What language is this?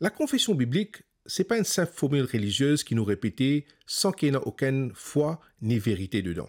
Morisyen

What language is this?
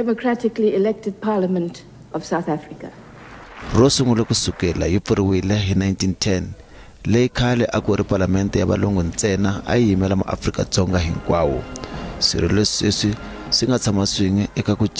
Tsonga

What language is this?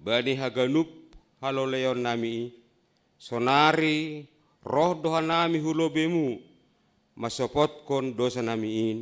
Batak Simalungun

